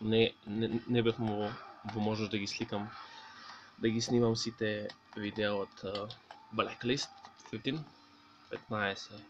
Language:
Macedonian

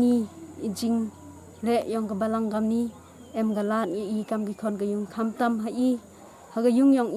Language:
Pnar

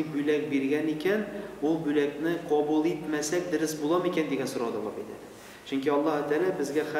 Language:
Tatar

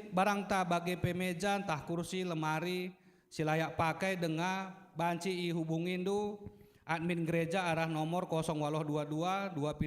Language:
Batak Karo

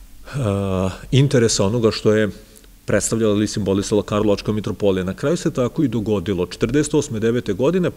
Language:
Serbian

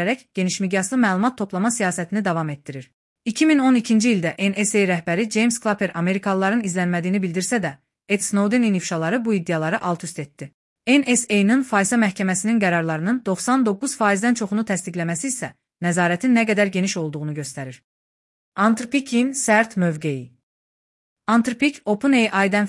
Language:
Azerbaijani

